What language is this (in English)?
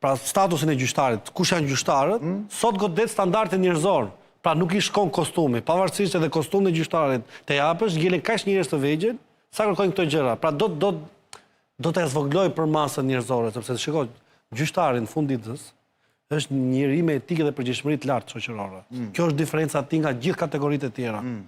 Albanian